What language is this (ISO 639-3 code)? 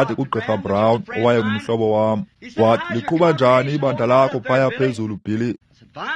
xho